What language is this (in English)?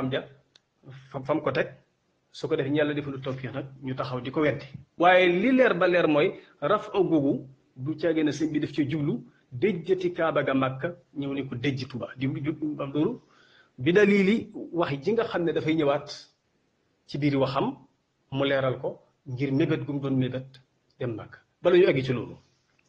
Wolof